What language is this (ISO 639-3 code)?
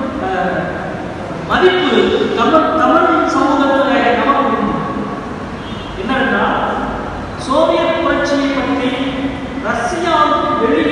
tam